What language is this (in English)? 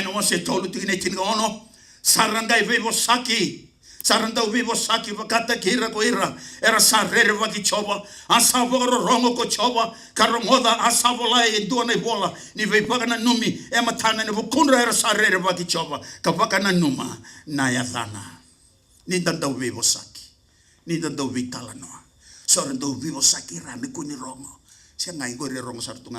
Fijian